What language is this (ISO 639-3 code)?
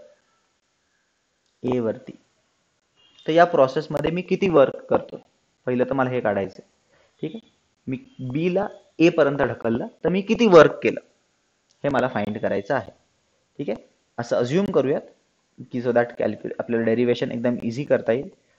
mar